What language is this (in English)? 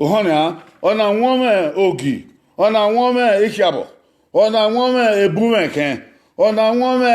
Bini